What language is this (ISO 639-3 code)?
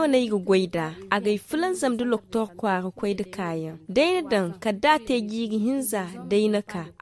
dje